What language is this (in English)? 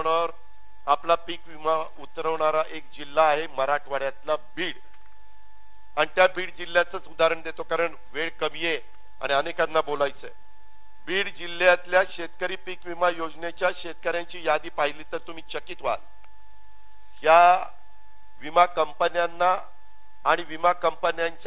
Marathi